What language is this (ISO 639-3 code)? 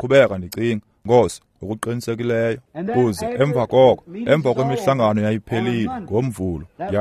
xho